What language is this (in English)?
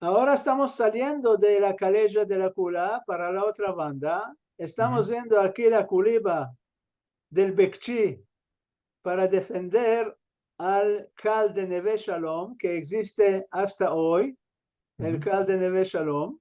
Ladino